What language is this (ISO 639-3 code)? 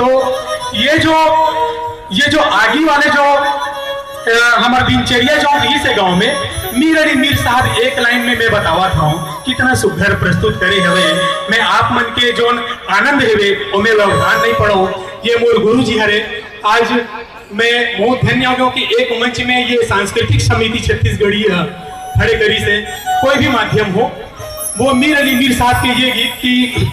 hne